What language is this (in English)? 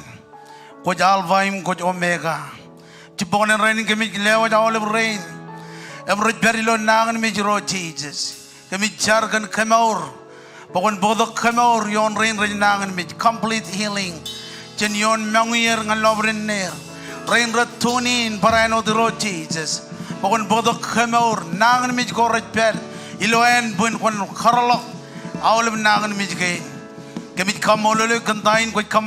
Marshallese